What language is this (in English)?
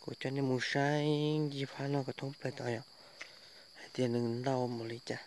Hmong